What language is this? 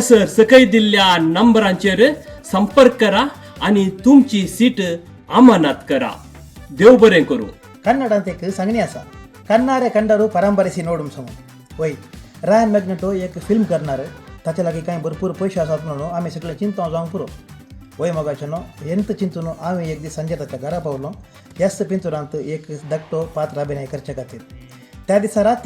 Konkani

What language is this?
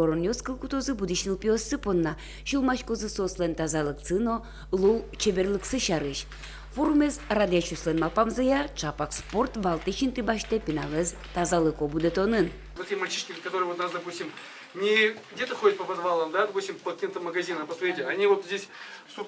Udmurt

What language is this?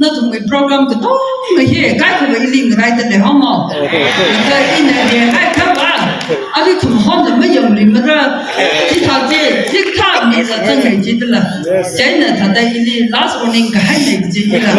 Tangkhul Naga (India)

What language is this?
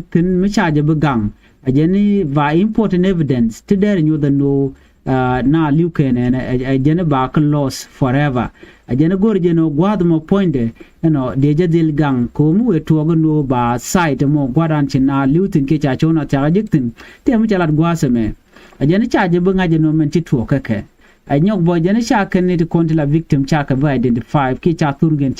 Nuer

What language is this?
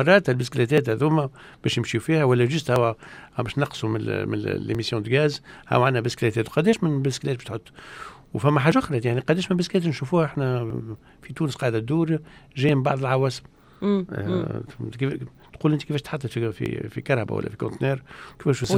Tunisian Arabic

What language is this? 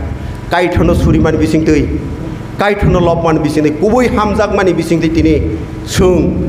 Kok Borok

